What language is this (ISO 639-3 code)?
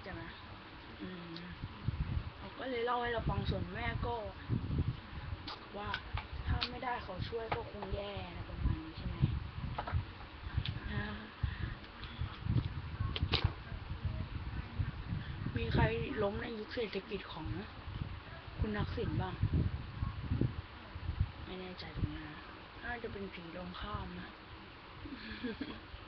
tha